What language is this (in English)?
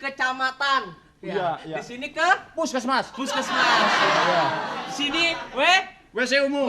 Betawi